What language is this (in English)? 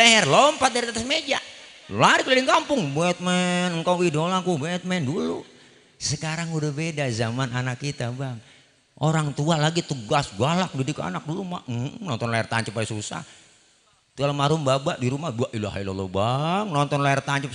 Betawi